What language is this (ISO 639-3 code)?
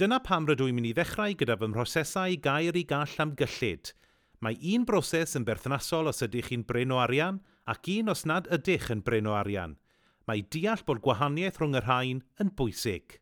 cym